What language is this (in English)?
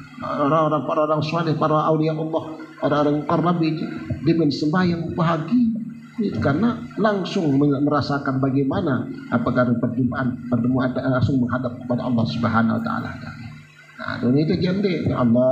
Sasak